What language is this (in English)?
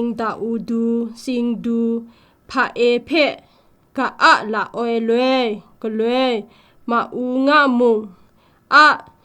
Kachin